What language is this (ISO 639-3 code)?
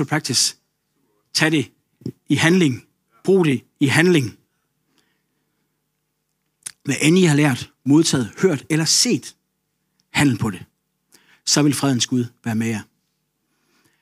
dan